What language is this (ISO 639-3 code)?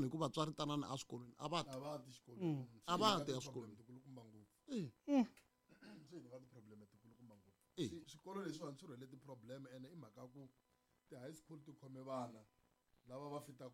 tso